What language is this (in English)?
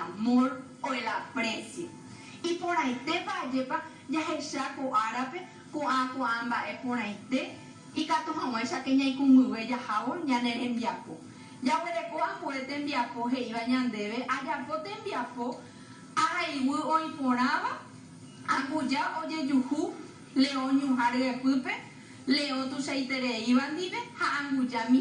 Guarani